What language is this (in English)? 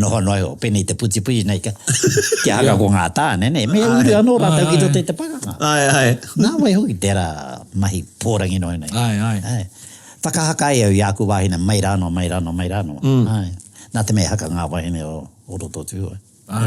Māori